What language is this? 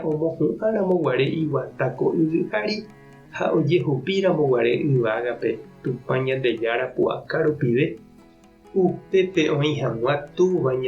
Guarani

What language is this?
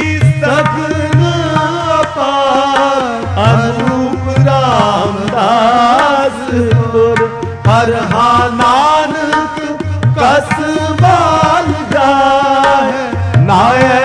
Punjabi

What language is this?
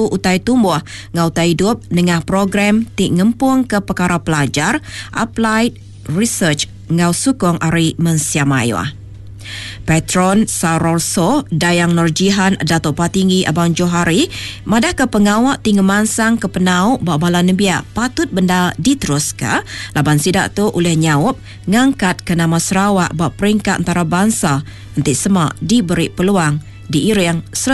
Iban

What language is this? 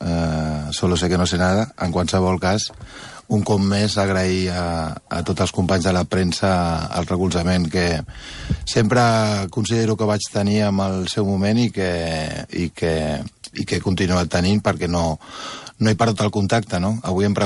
Catalan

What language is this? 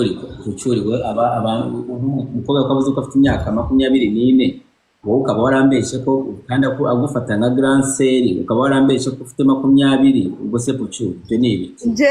Kinyarwanda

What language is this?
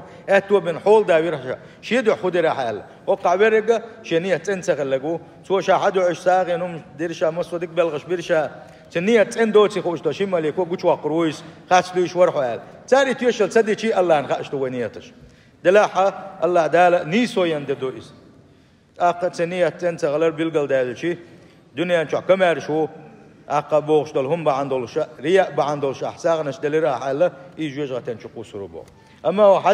Chechen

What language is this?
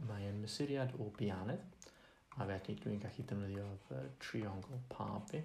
Welsh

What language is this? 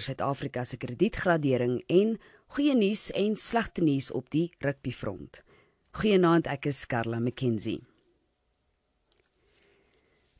Afrikaans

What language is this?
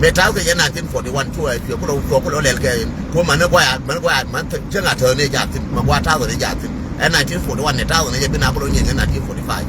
Nuer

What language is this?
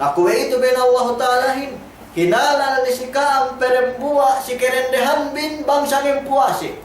Yakan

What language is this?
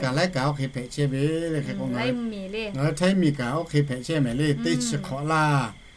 Lahu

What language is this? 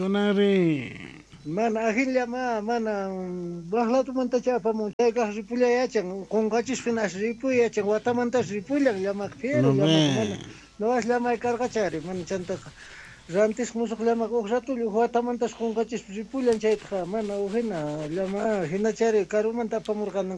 South Bolivian Quechua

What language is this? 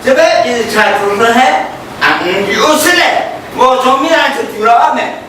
Hakha Chin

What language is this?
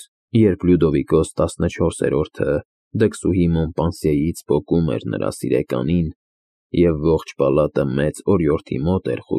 Armenian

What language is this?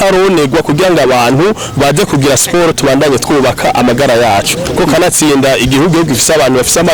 Rundi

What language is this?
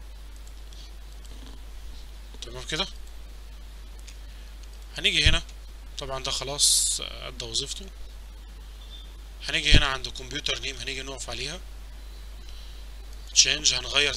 Egyptian Arabic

